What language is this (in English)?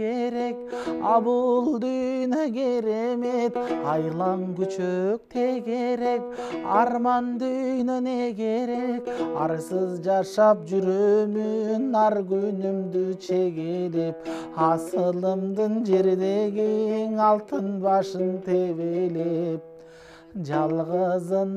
Kyrgyz